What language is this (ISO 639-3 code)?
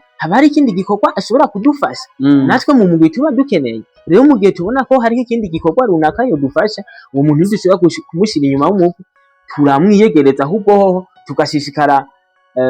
run